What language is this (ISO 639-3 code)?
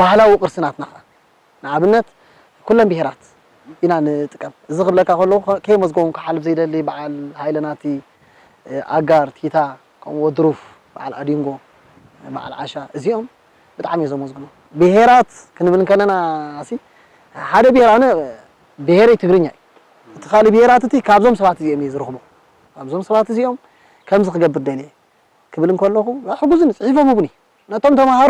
tir